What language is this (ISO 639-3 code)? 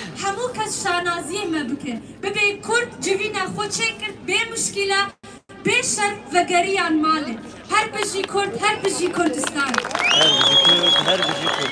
kur